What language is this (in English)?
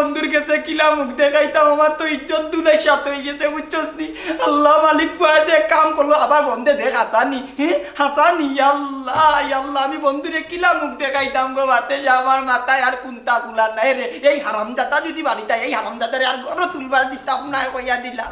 Sylheti